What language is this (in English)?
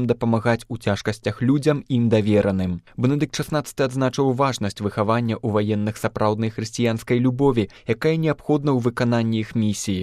Belarusian